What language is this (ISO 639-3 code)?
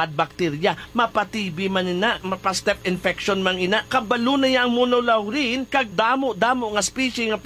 hil